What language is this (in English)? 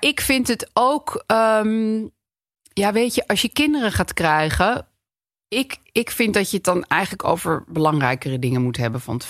Dutch